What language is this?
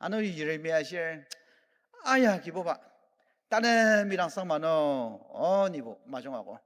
Ao Naga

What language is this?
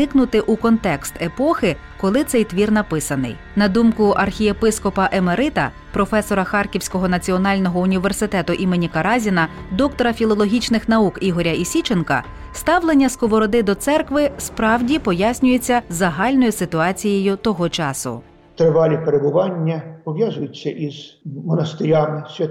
Ukrainian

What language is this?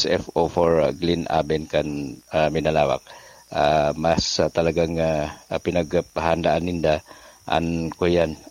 Bikol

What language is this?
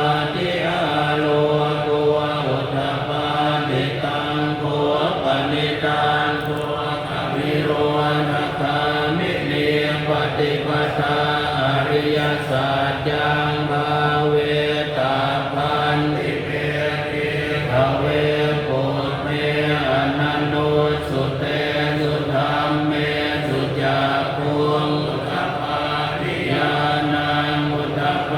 Pali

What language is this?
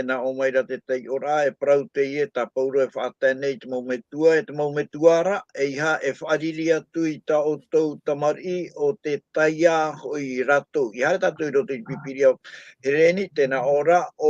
Tahitian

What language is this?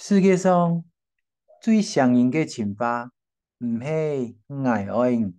Hakka Chinese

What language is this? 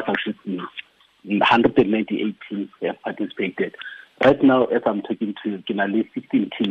Tswana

